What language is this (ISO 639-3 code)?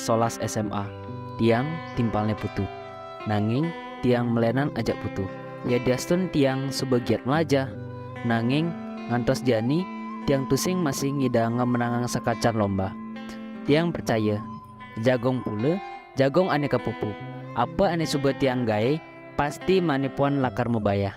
ban